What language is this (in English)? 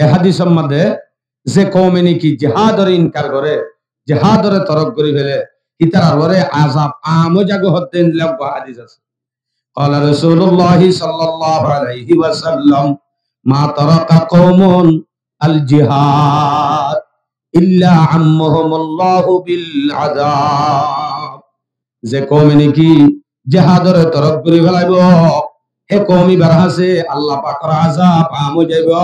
Rohingya